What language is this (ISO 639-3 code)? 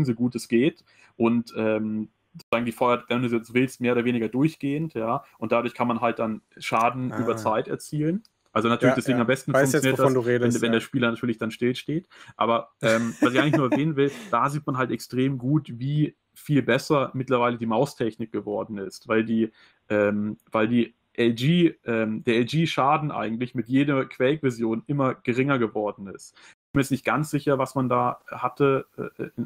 deu